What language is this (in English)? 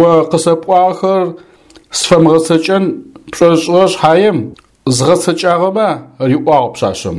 Adyghe